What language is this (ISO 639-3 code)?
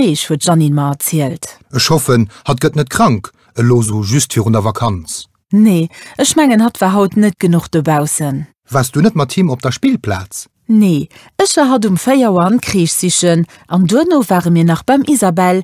ltz